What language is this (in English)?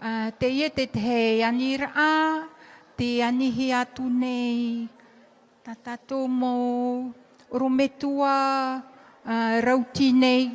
Tahitian